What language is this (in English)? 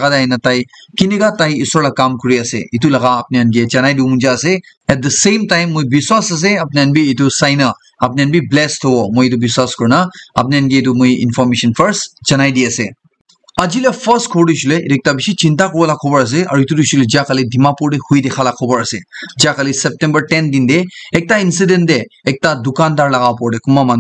Naga Pidgin